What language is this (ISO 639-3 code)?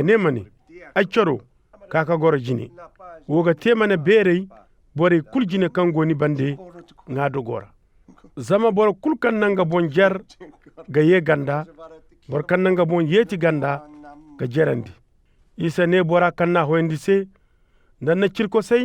dje